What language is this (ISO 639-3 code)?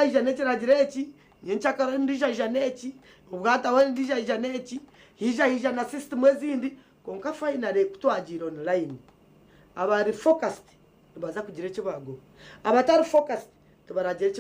nyn